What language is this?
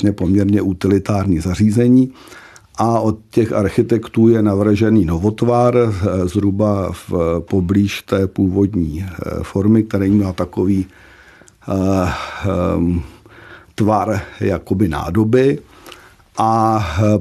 Czech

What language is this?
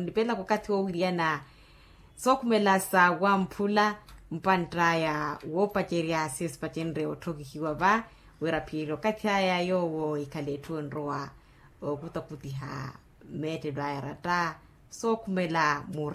Makhuwa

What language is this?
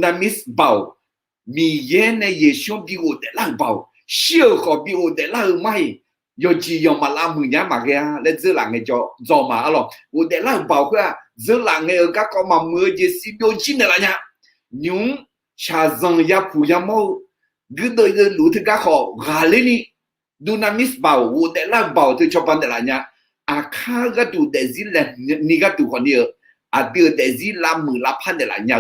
Akha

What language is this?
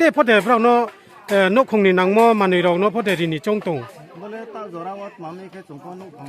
Riang (India)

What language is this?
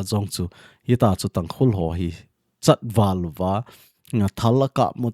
Thado Chin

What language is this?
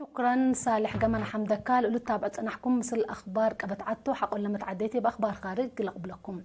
Tigre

